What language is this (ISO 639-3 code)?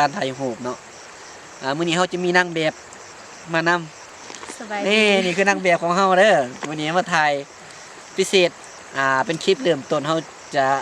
lao